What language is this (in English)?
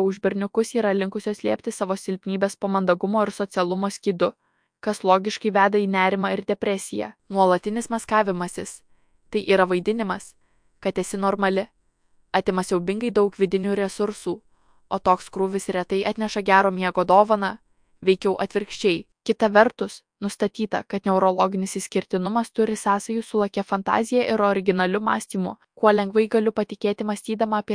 Lithuanian